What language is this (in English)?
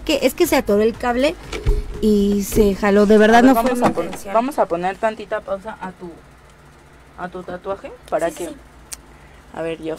Spanish